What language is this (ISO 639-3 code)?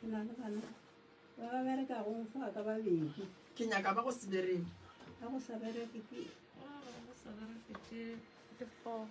nso